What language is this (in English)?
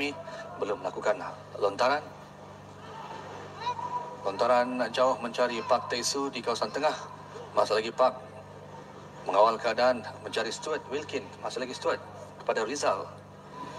Malay